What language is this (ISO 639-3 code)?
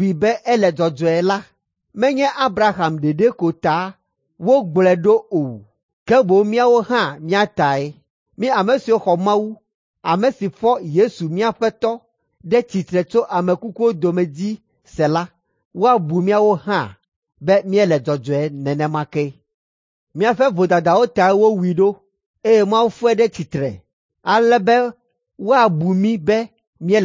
ewe